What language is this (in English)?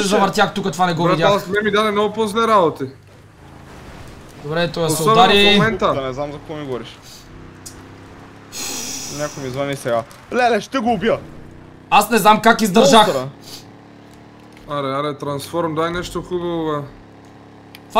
Bulgarian